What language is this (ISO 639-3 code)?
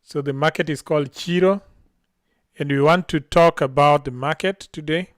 luo